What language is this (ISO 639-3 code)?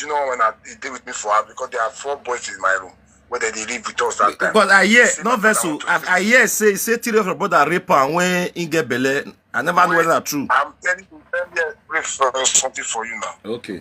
pcm